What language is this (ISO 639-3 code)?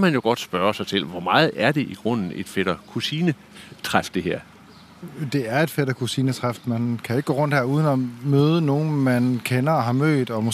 dan